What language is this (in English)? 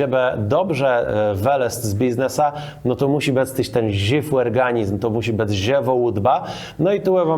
Kashubian